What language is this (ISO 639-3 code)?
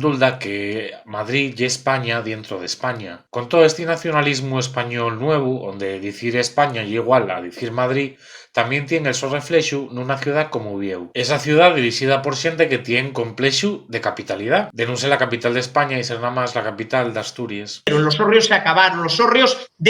ast